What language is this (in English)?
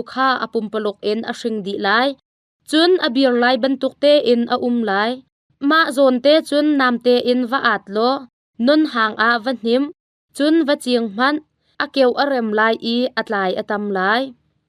Hakha Chin